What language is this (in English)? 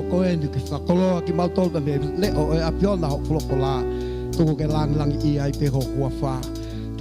Tongan